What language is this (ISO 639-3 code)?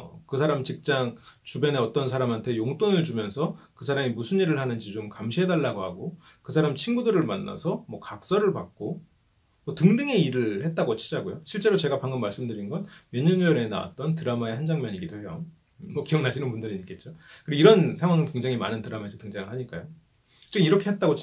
kor